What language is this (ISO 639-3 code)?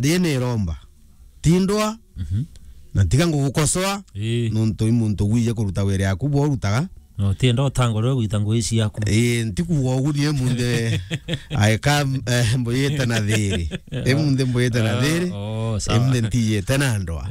mer